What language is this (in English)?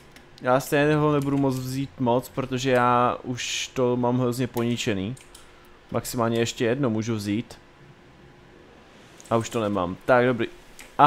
Czech